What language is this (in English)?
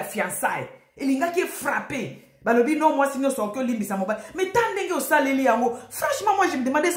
Lingala